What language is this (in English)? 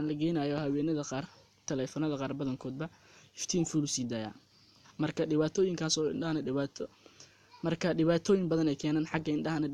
Somali